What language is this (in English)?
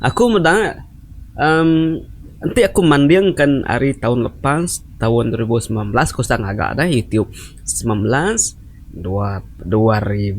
Iban